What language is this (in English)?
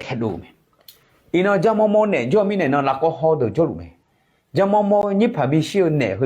Akha